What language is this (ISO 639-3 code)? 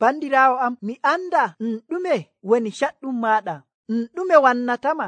fuv